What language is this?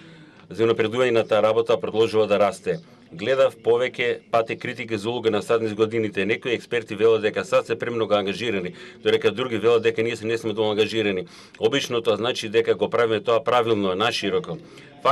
Macedonian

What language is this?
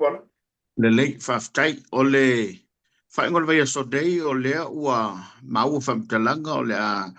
Samoan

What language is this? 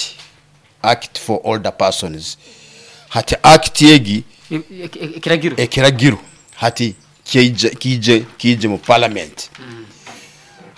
Nyoro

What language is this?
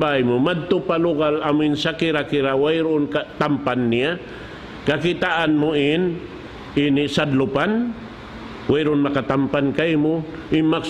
Tausug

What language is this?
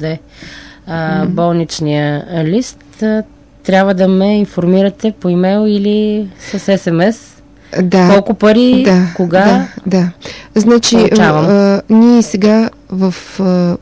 Bulgarian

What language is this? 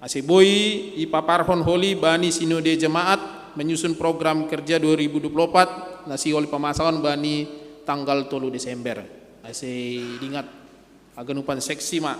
Batak Simalungun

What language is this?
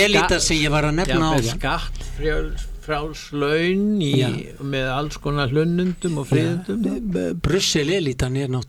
Icelandic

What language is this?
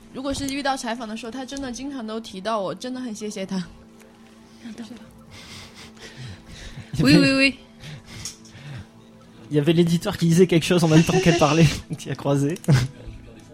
French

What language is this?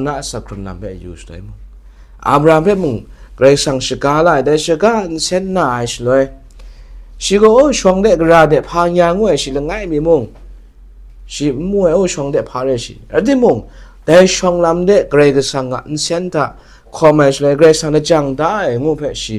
Kachin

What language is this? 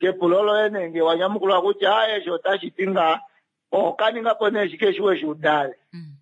Kuanyama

